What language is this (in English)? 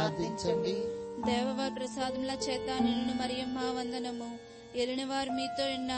Telugu